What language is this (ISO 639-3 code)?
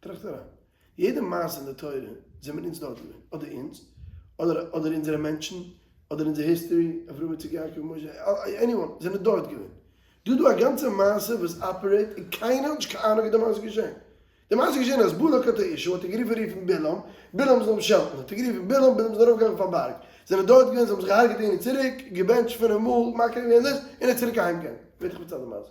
yid